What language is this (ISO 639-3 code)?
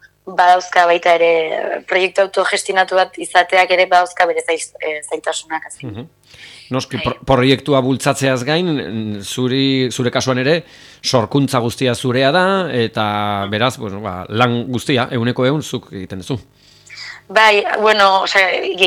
eus